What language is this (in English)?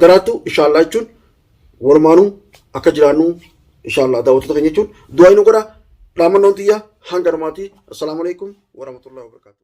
Oromo